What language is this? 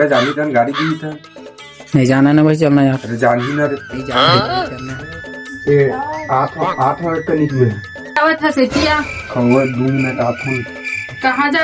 Chhattisgarhi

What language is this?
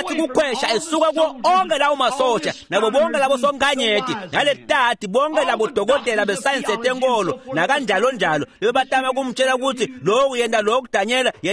Swati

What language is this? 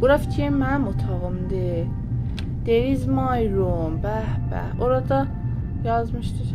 South Azerbaijani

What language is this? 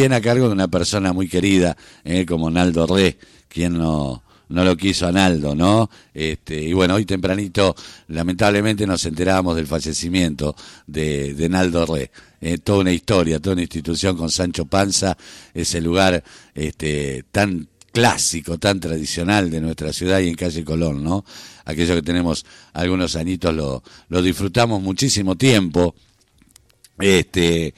Spanish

